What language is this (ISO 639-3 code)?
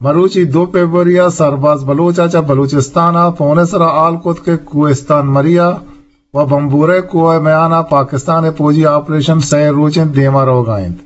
bgp